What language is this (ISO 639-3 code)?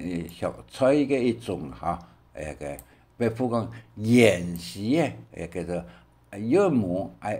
hak